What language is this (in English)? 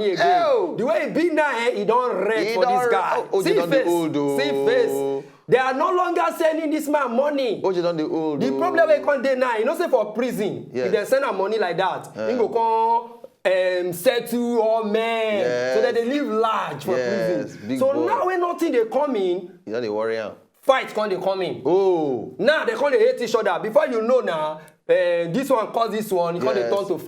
Nigerian Pidgin